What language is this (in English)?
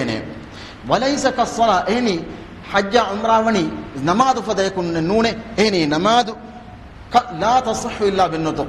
Divehi